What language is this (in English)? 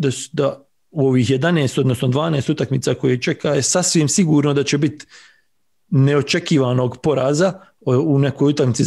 Bosnian